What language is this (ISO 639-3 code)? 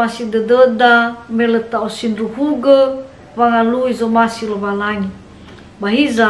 nia